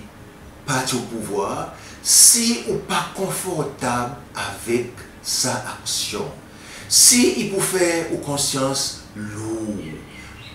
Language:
Seselwa Creole French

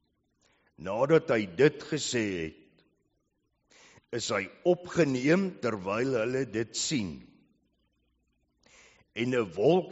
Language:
Afrikaans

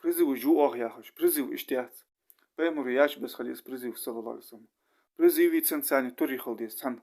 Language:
Ingush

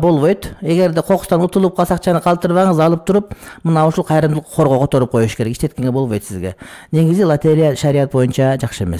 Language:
Kyrgyz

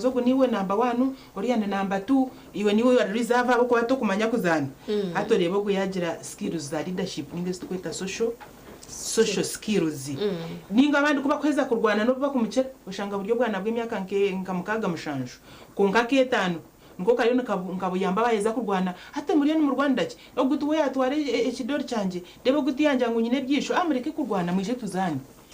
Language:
Nyankole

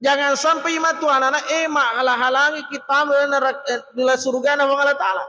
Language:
Buginese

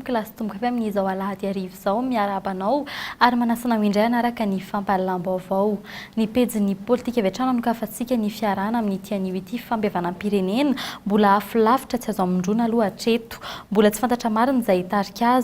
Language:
Malagasy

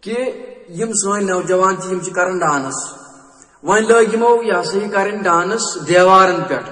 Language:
Kashmiri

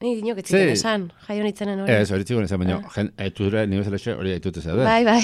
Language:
Basque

